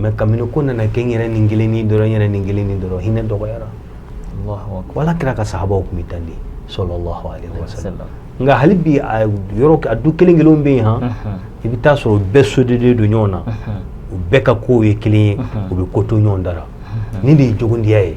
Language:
Bambara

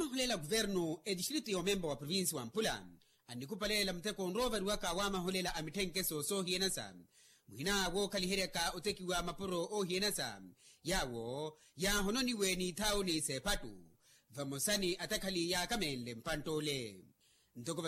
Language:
Makhuwa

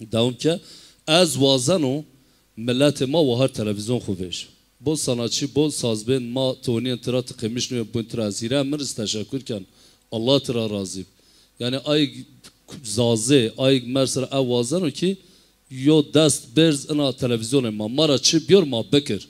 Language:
Zaza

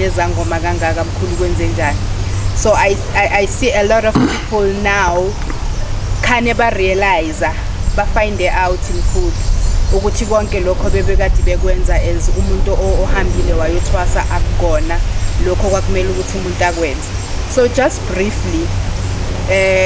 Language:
Zulu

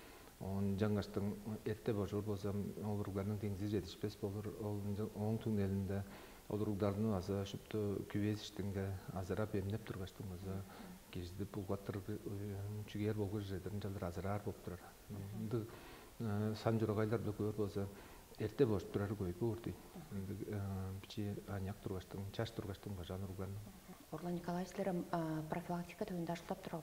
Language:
Tuvinian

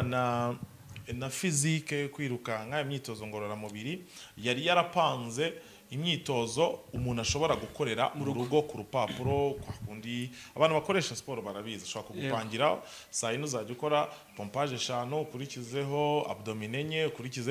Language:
Kinyarwanda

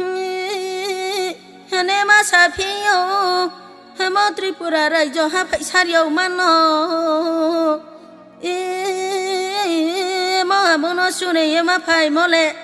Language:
Riang (India)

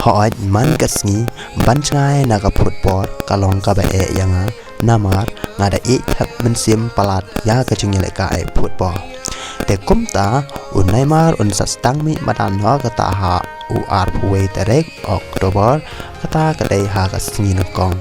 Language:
Khasi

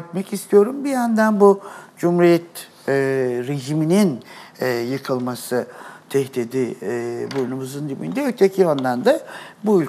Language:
Turkish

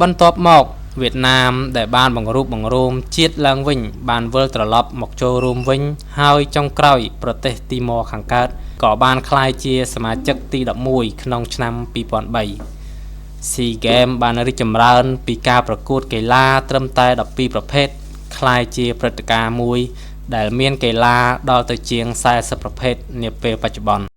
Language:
Khmer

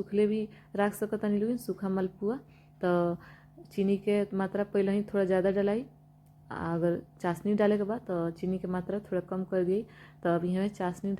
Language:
Bhojpuri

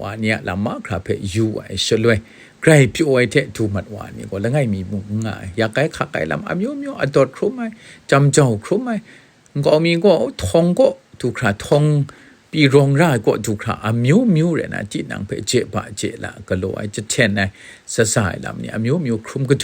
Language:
Kachin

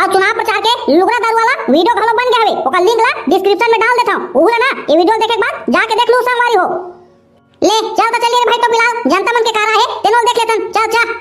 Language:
Chhattisgarhi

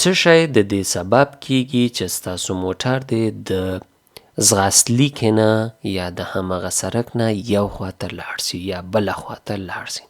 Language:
Pashto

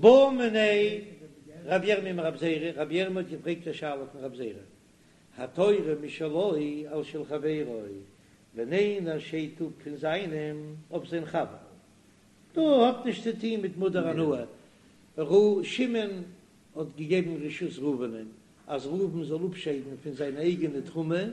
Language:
Yiddish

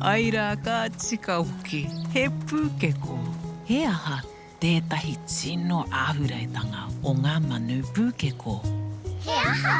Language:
Māori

